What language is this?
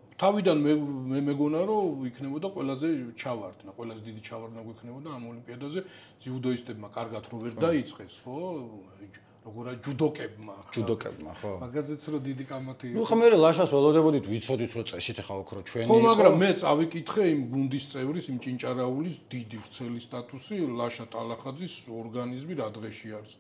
Georgian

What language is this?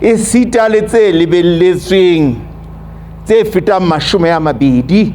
Southern Sotho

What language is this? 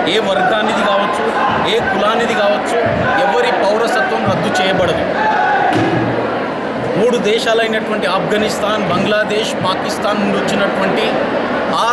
Telugu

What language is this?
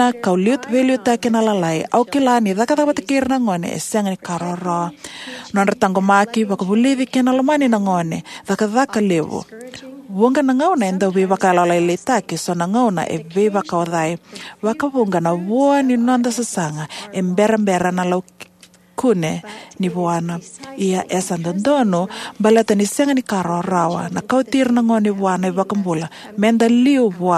Fijian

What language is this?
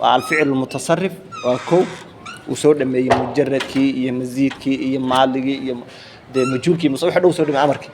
Somali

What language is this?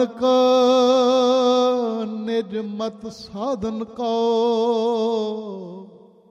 Punjabi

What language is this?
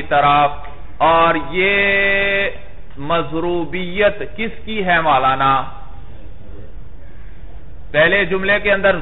Urdu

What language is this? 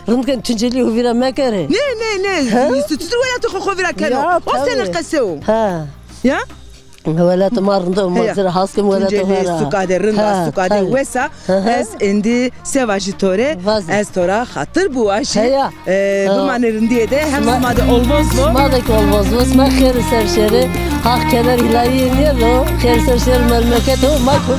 Zaza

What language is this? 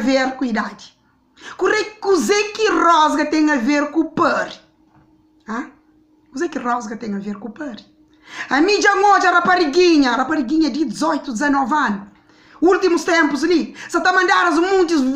Kabuverdianu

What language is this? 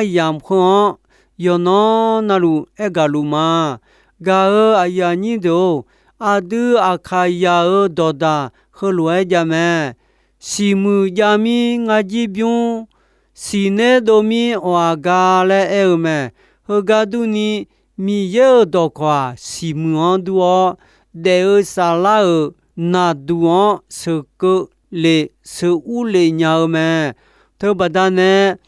Akha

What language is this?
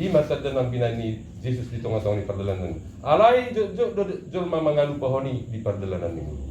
Batak Toba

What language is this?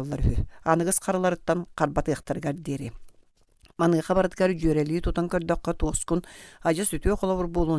Yakut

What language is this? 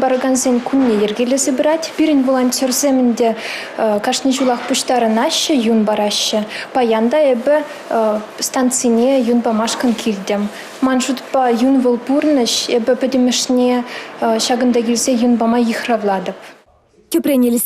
Chuvash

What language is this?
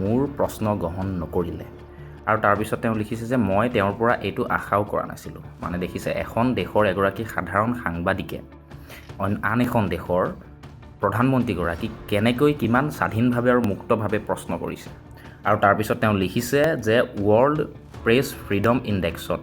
Assamese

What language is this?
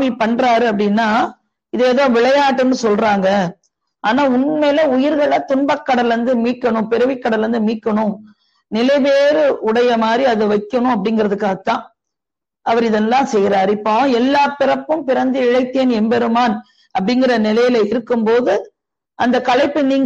Tamil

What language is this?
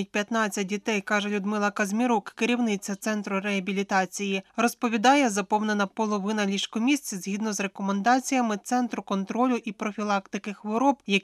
Ukrainian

